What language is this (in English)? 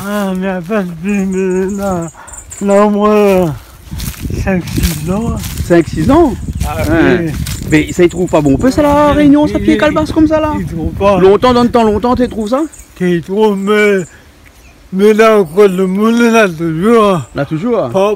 Réunion Creole French